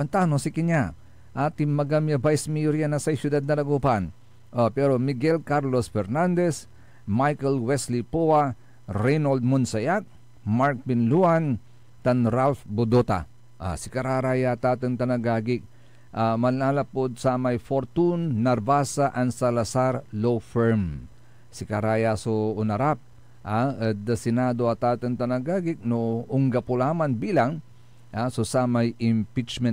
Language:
Pangasinan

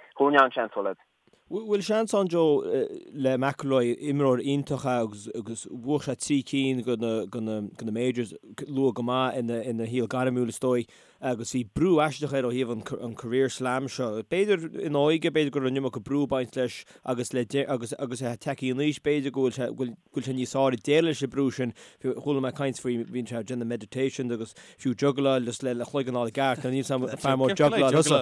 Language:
Irish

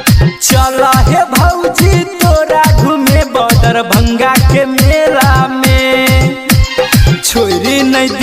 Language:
Maithili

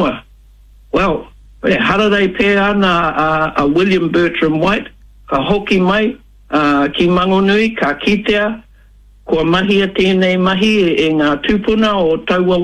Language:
Māori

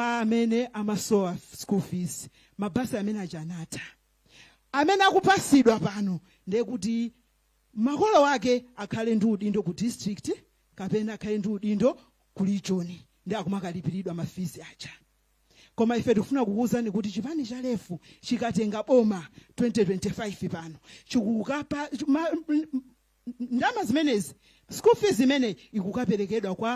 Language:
Nyanja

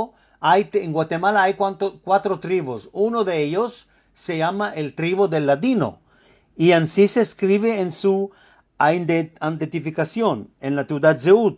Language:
Ladino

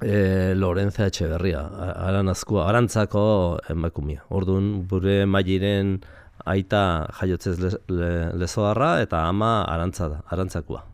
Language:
Basque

